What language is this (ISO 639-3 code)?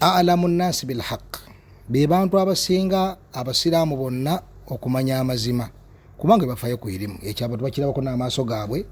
lug